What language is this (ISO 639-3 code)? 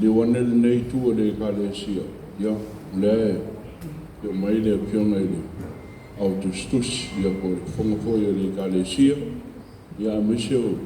smo